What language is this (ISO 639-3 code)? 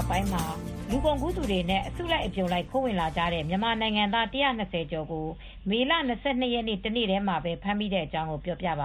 mya